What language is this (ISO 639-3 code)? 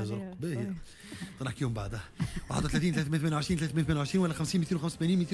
aeb